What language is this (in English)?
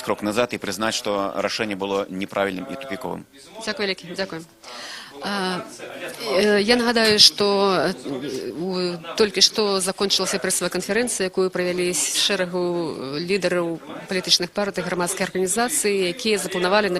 Belarusian